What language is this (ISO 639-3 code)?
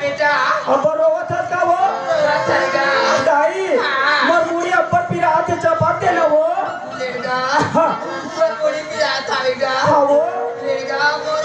hne